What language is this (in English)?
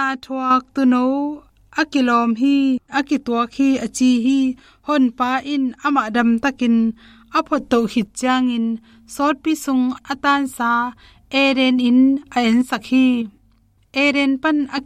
Tedim Chin